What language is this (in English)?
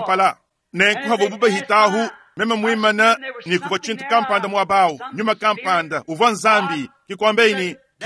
Luba-Lulua